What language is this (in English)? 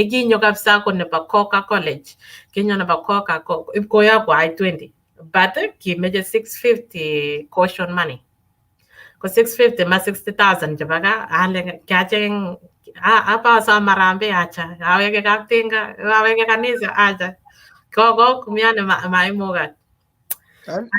Kalenjin